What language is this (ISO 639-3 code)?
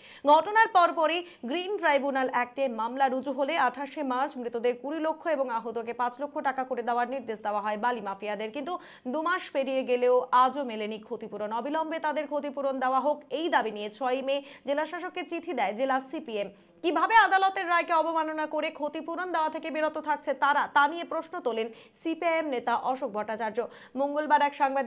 ben